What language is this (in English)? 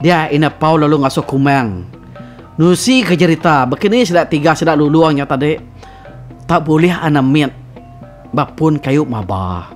Iban